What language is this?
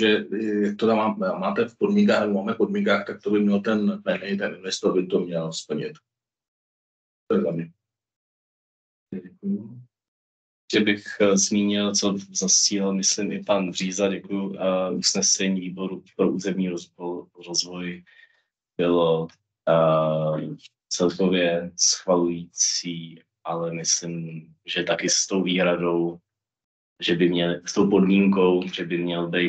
Czech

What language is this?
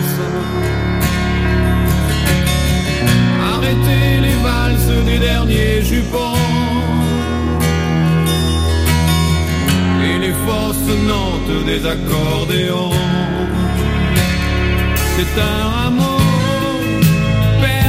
French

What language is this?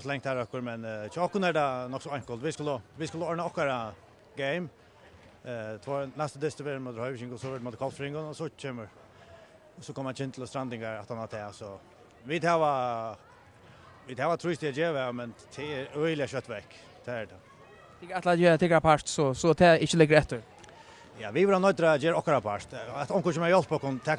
Faroese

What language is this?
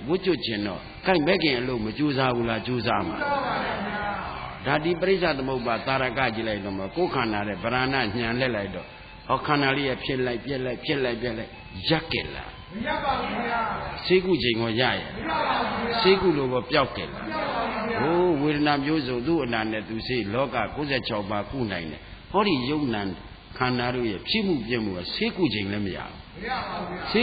Burmese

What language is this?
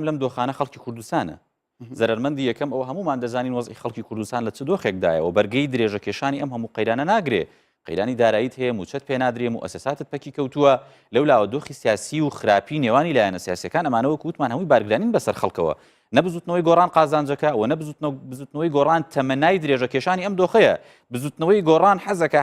Central Kurdish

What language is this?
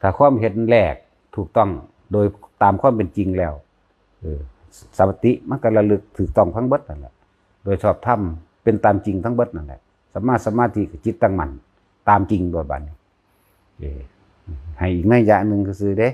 Lao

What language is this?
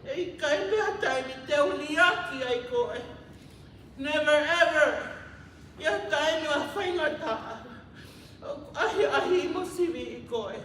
Tongan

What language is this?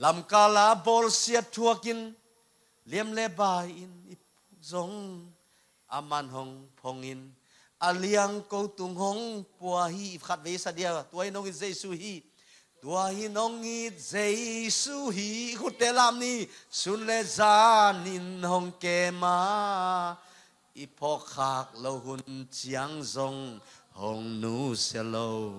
Tedim Chin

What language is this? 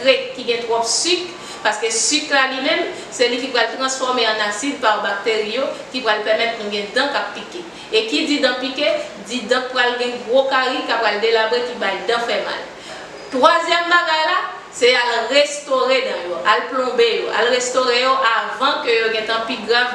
Haitian Creole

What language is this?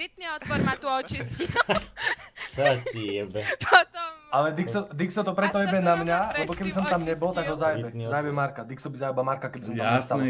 Slovak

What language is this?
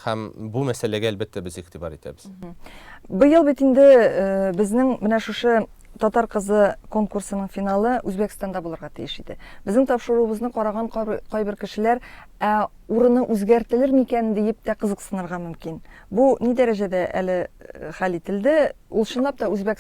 Tatar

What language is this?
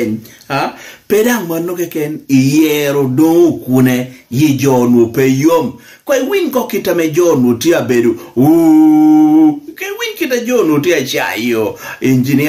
Lango (Uganda)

